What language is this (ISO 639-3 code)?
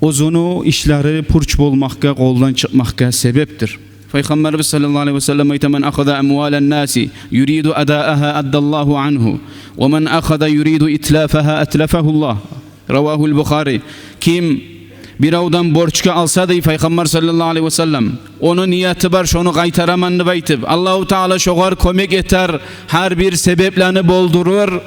kum